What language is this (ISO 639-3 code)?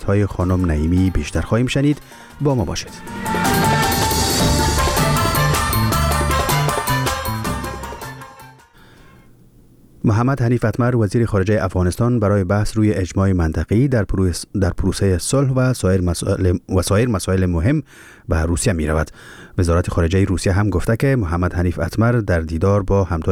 fas